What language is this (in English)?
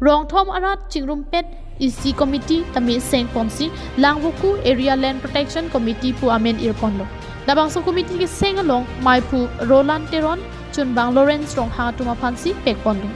Karbi